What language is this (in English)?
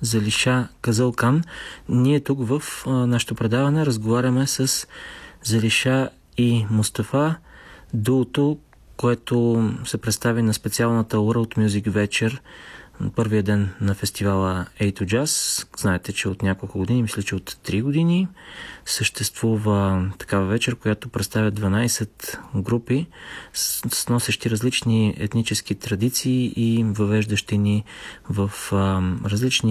Bulgarian